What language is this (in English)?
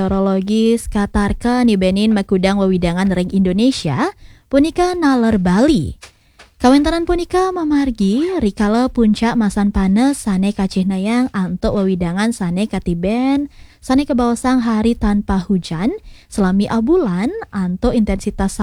Balinese